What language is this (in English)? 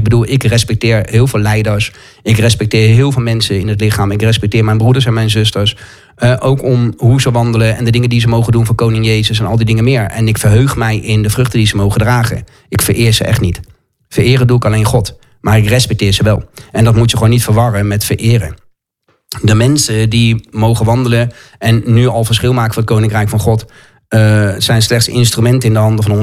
Dutch